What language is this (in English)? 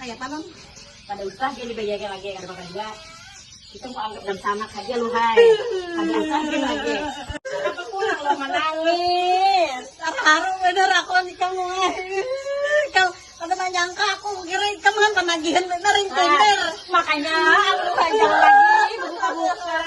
Banjar